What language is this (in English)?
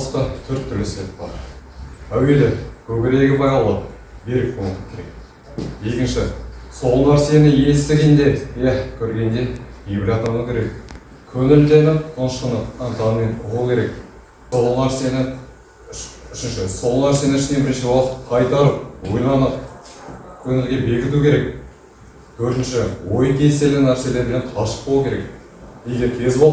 Kazakh